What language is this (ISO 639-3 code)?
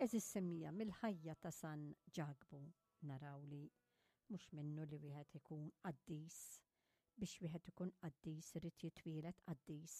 mlt